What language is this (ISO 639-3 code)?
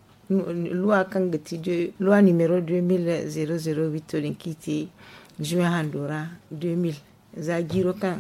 dje